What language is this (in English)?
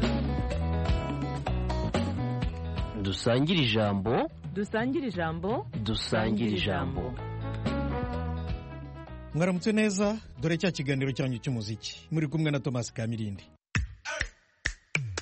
Kinyarwanda